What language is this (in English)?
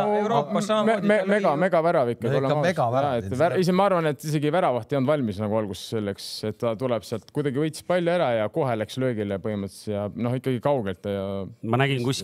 Estonian